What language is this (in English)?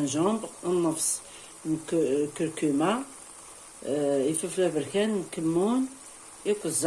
Kabyle